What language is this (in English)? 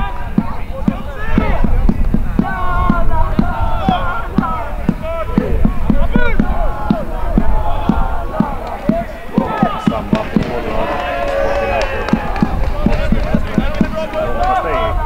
Swedish